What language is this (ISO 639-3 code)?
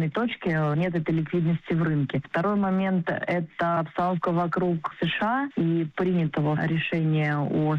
rus